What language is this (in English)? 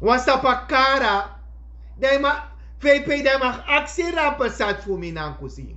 Sranan Tongo